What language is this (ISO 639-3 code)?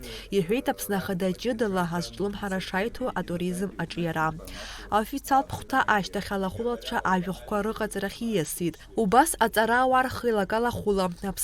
abk